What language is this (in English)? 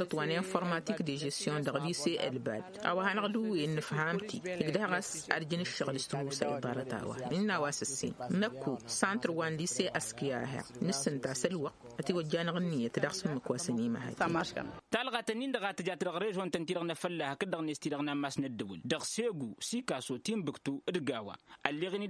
Tamasheq